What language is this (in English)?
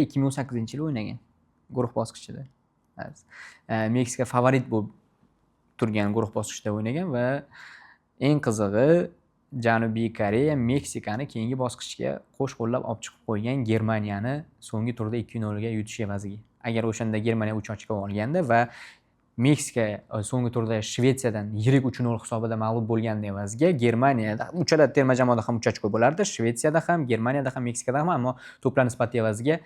Uzbek